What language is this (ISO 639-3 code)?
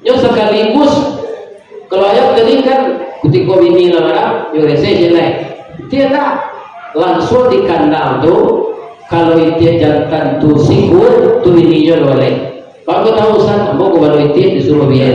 min